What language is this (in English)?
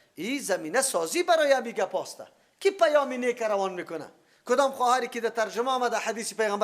Persian